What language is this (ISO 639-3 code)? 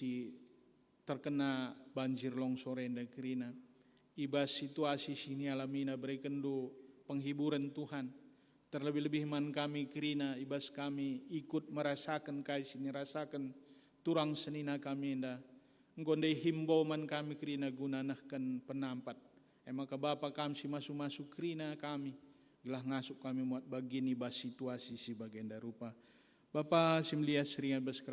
btx